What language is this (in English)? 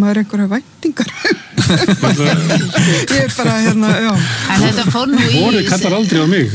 Icelandic